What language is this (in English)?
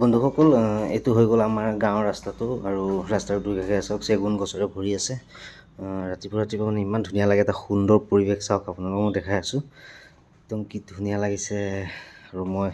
Assamese